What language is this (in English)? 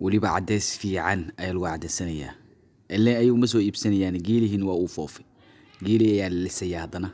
Somali